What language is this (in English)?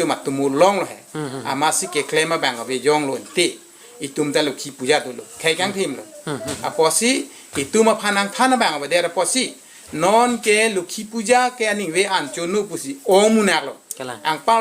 Karbi